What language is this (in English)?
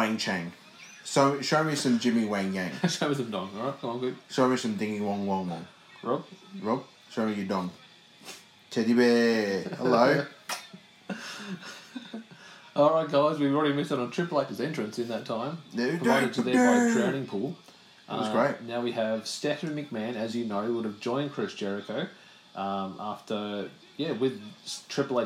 English